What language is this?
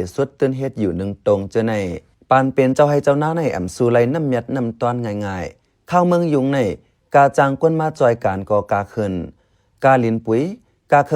Shan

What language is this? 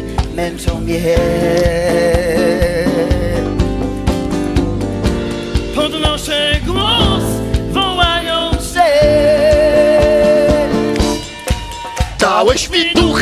Polish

